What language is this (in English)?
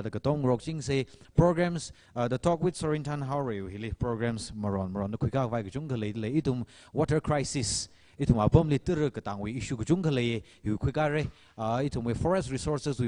Tangkhul Naga (India)